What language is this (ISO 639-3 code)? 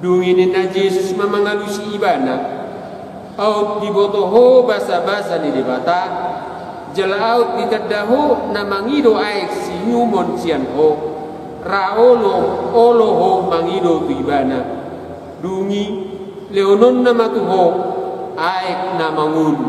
bbc